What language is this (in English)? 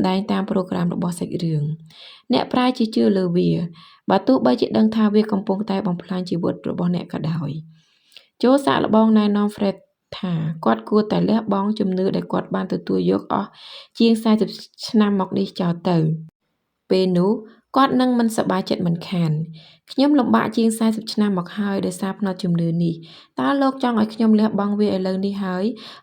Khmer